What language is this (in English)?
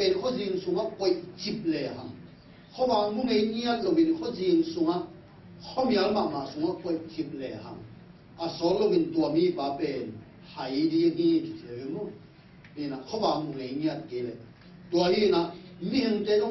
Tedim Chin